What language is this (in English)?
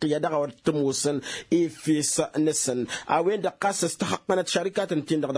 Tamasheq